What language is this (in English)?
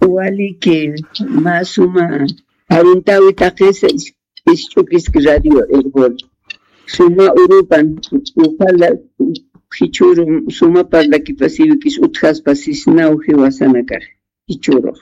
Aymara